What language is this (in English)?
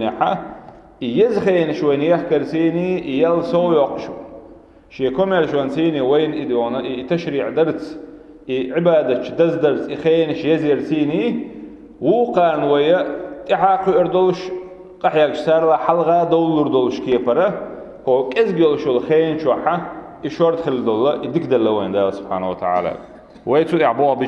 Chechen